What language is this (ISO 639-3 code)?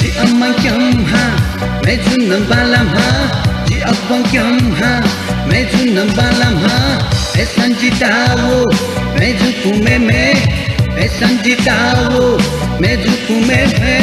new